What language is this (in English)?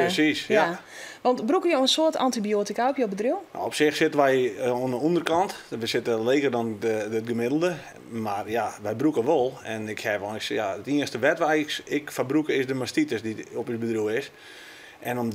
Western Frisian